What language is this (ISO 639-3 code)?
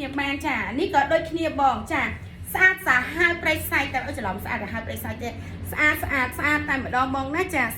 khm